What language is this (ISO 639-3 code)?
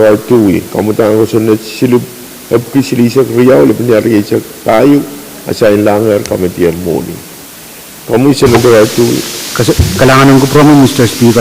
pon